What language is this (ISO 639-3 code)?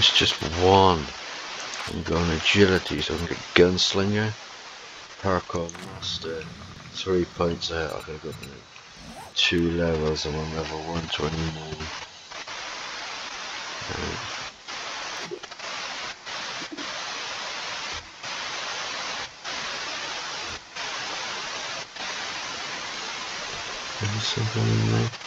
eng